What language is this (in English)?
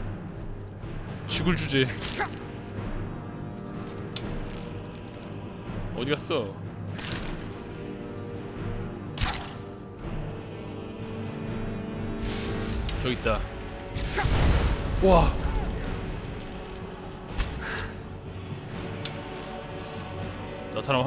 Korean